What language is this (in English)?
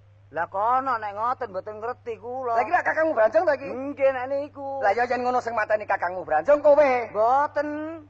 Javanese